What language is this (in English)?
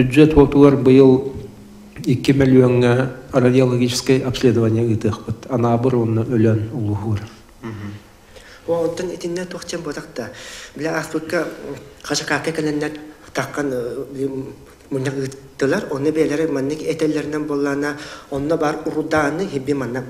Yakut